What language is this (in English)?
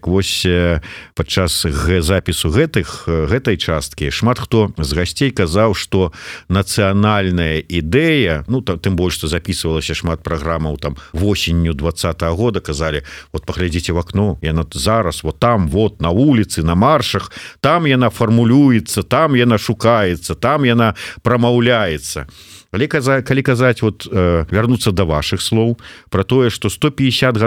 Belarusian